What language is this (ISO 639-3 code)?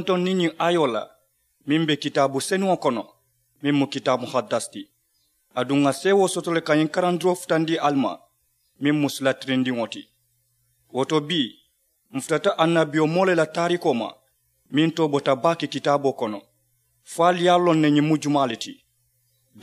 man